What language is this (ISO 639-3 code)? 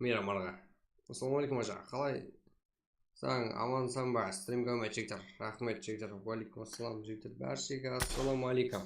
kaa